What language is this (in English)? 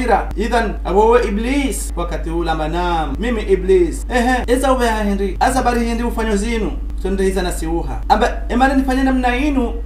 Ngazidja Comorian